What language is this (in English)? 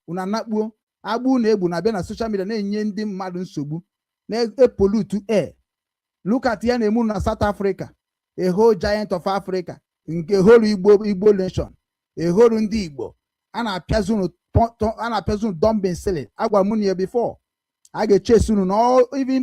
Igbo